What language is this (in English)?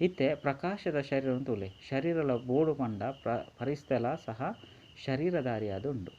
Tulu